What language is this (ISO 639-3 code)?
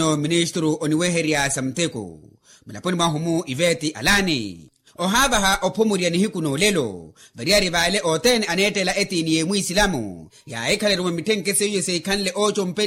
vmw